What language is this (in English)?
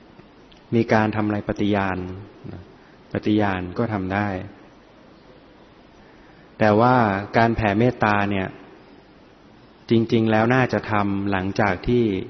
Thai